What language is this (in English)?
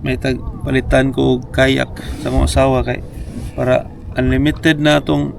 Cebuano